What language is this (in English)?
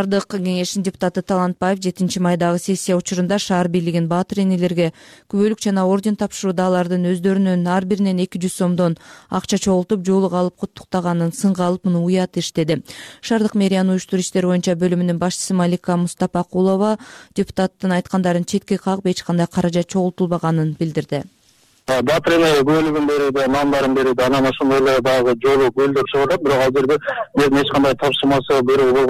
Kyrgyz